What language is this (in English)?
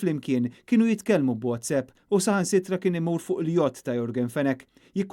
Maltese